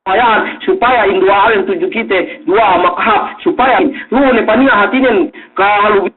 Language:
Yakan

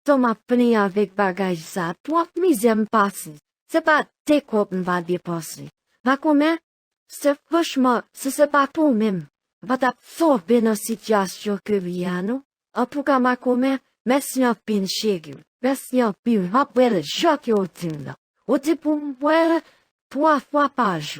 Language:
Haitian Creole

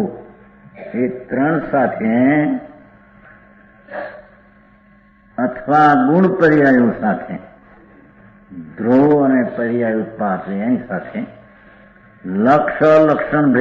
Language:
Gujarati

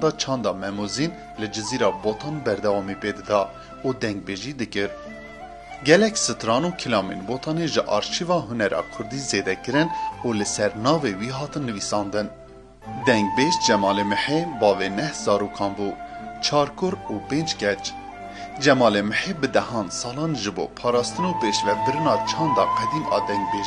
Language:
Kurdish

